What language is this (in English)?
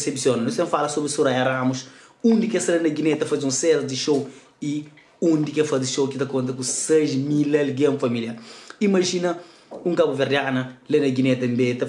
Kabuverdianu